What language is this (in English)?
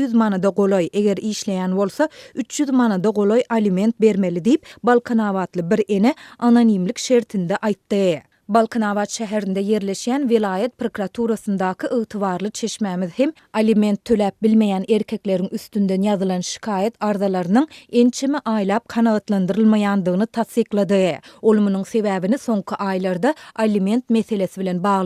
Turkmen